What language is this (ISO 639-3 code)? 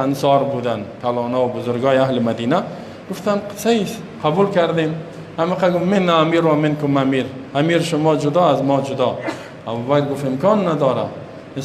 fas